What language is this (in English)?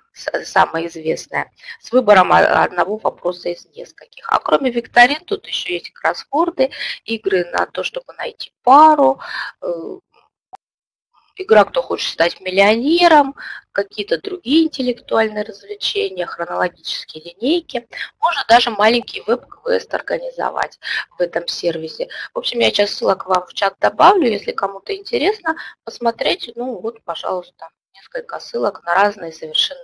Russian